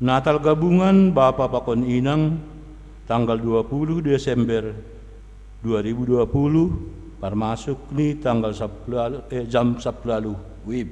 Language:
Batak Simalungun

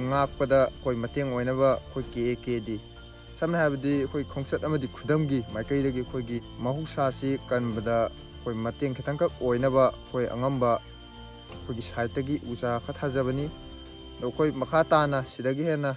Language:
Manipuri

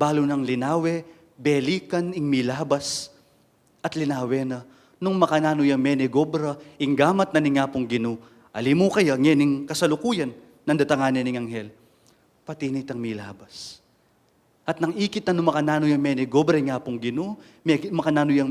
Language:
Pampanga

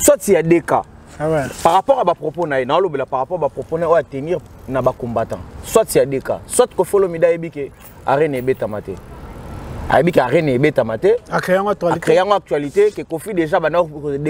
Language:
Lingala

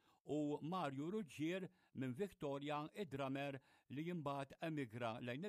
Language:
Maltese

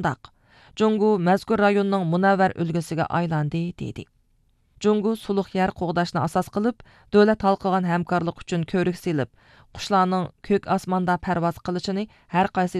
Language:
Uyghur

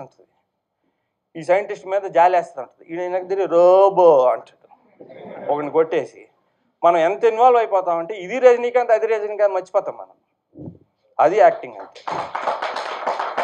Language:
Telugu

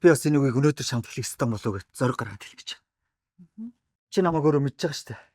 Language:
Mongolian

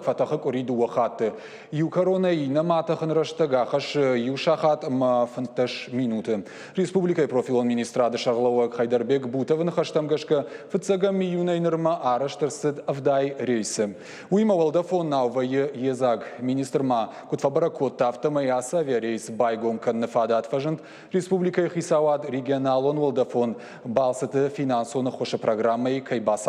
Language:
Ossetic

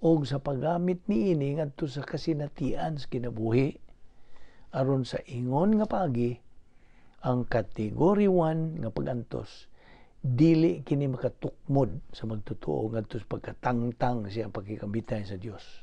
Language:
Cebuano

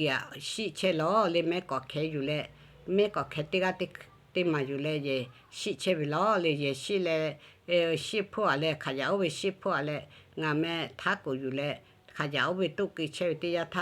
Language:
Lahu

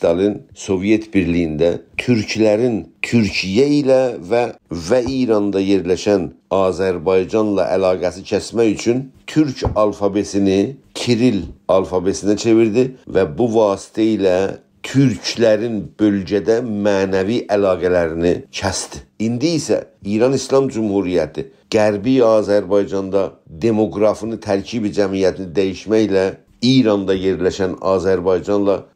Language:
South Azerbaijani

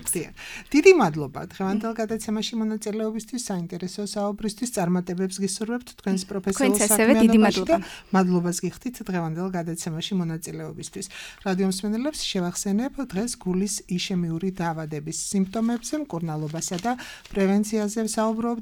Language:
Georgian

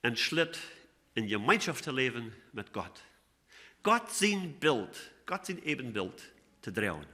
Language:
Plautdietsch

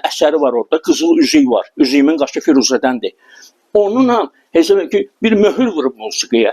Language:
Azerbaijani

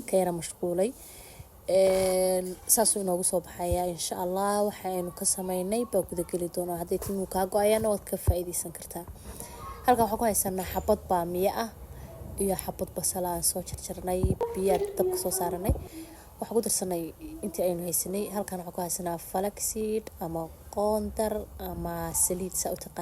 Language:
Somali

